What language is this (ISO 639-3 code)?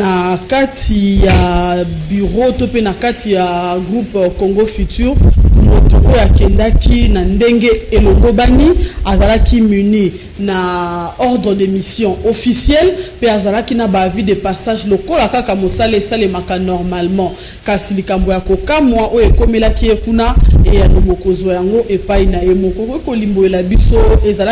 lin